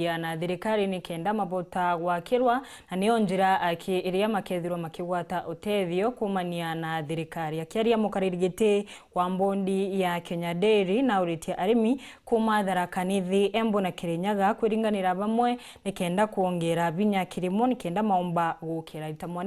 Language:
Meru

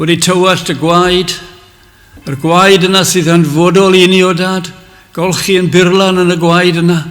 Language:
Welsh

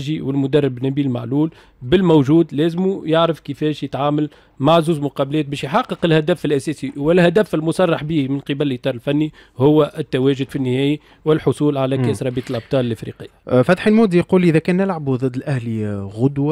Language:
Tunisian Arabic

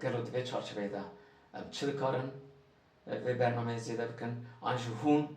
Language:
Kurdish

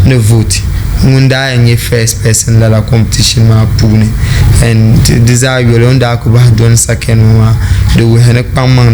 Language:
Dagbani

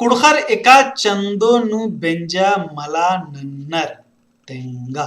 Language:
Kurukh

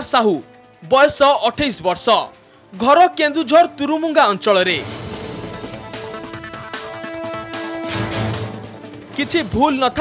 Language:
Odia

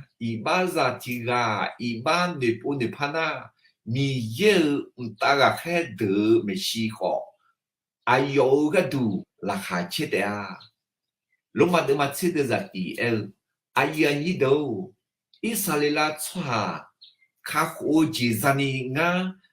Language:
Akha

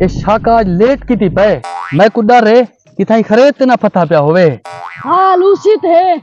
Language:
Saraiki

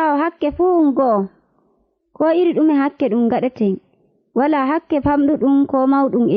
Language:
Nigerian Fulfulde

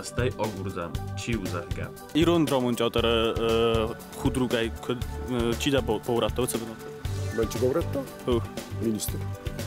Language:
Ossetic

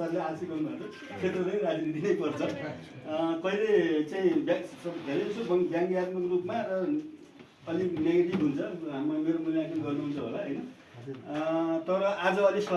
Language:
Nepali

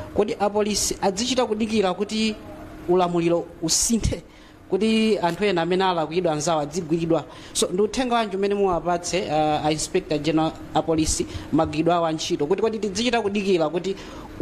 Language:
Nyanja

